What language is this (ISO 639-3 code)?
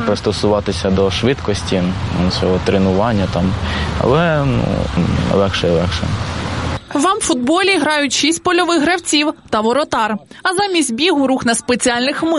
ukr